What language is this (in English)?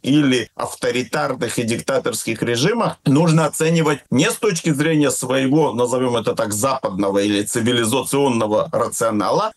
Russian